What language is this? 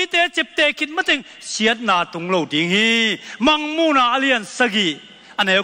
Tedim Chin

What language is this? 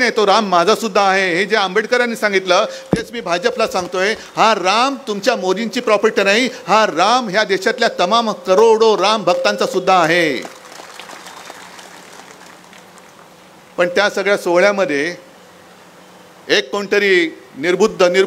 Marathi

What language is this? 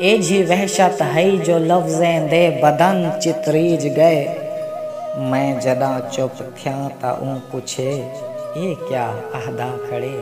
Saraiki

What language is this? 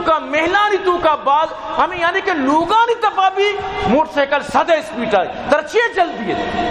Baluchi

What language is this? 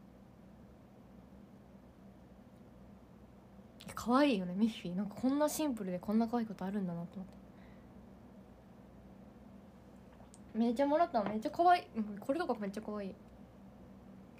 Japanese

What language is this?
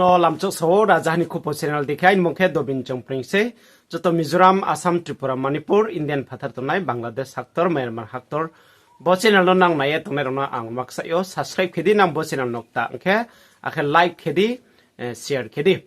Riang (India)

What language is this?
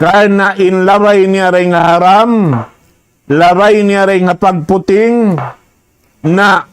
Tausug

